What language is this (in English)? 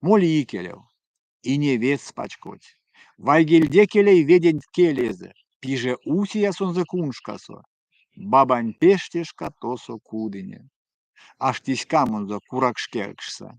Erzya